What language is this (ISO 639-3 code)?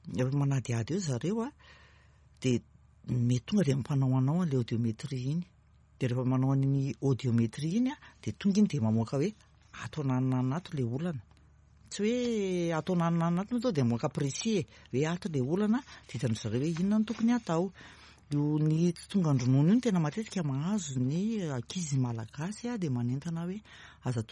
mlg